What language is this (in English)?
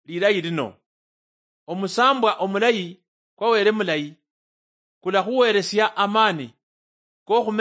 Luyia